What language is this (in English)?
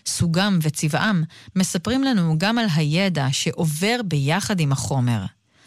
Hebrew